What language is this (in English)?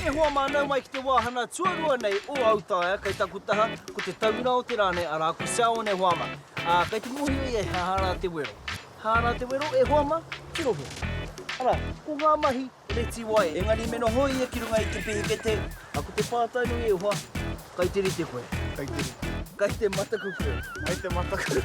Māori